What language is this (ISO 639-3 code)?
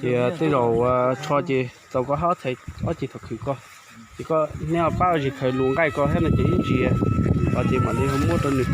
hmn